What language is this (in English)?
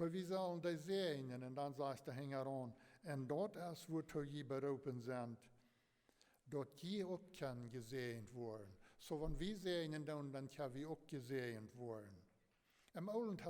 Plautdietsch